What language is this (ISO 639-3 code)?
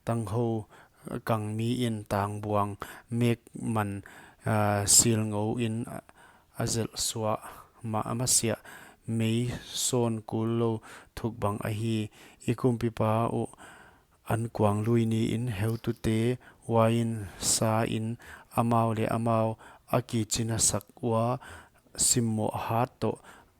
pck